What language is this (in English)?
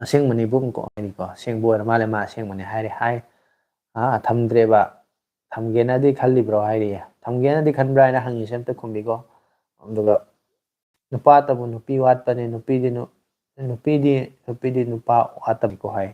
Manipuri